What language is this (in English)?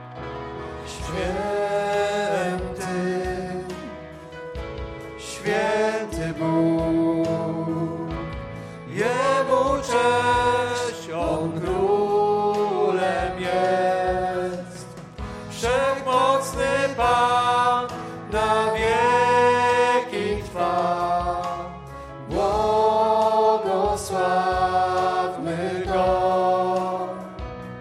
Polish